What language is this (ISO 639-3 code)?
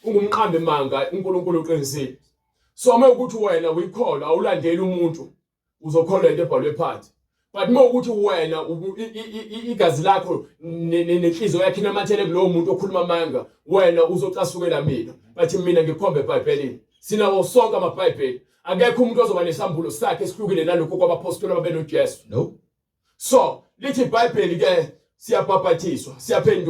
zul